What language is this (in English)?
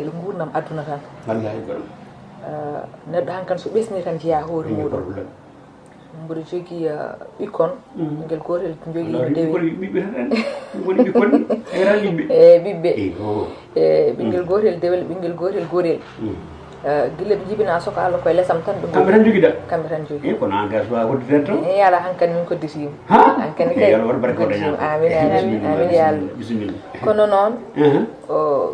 Fula